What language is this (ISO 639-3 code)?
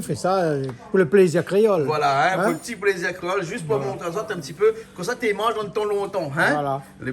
rcf